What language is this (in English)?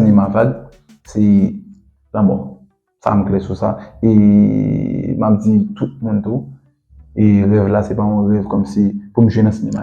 Haitian Creole